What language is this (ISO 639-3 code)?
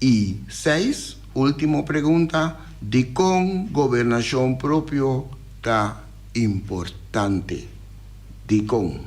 pap